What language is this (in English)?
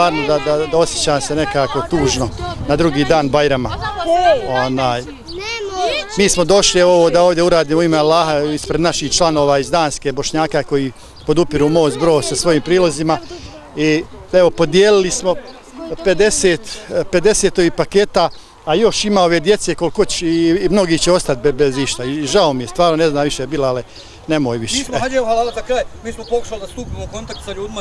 Bosnian